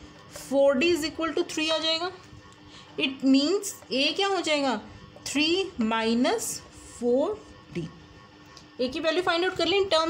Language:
Hindi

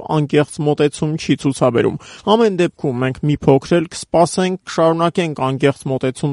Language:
Armenian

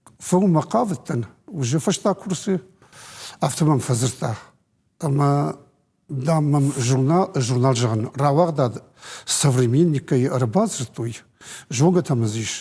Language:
Ossetic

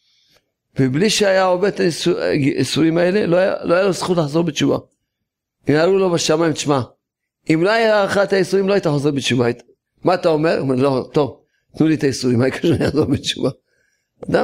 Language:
Hebrew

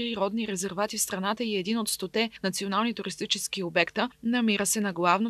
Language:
Bulgarian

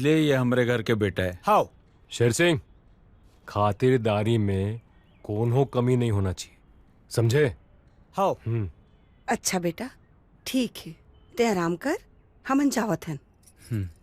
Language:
Chhattisgarhi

